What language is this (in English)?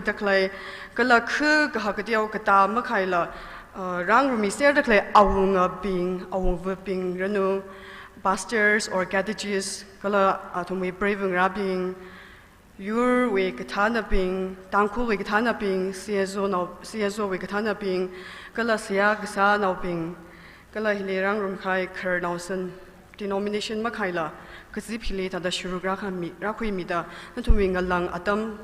Tangkhul Naga (India)